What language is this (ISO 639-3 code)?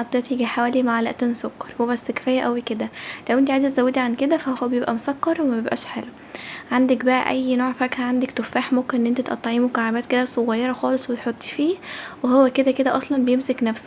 arz